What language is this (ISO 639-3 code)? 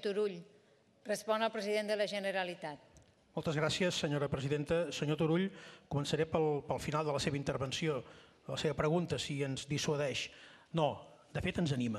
cat